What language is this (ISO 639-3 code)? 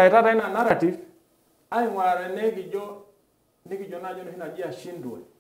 mas